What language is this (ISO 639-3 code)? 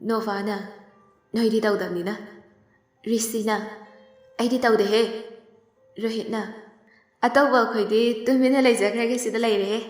mni